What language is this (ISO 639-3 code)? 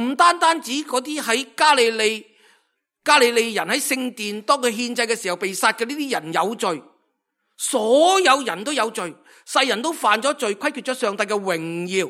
yue